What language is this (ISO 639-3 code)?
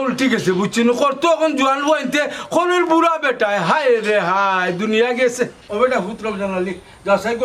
syl